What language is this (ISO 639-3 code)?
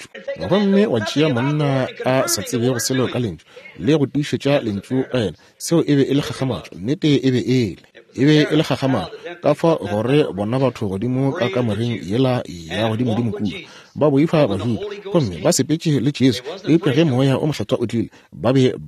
nso